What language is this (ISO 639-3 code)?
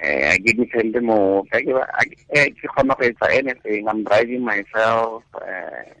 tsn